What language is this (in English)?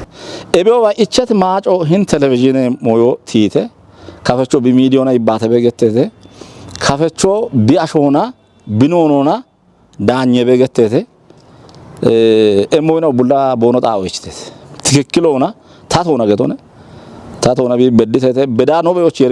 Kafa